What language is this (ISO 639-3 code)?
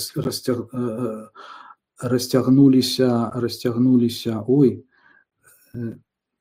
bel